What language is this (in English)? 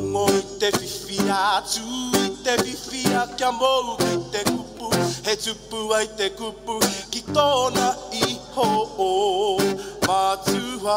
Māori